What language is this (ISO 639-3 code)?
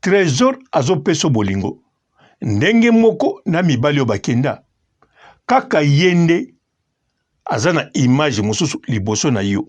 lin